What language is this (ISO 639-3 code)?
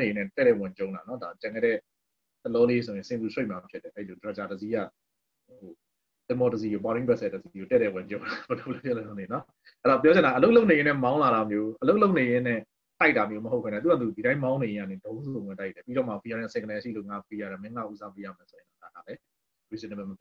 mya